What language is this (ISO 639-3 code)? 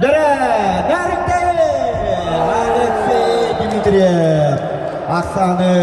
sah